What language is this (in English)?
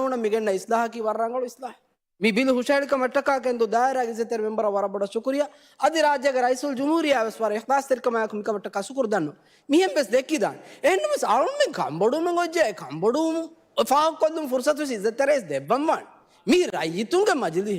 Divehi